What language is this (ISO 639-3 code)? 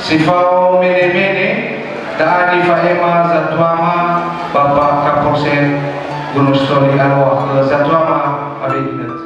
nia